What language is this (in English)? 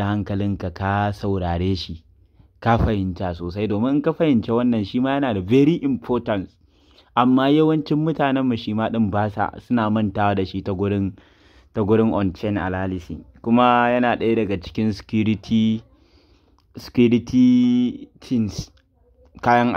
Hausa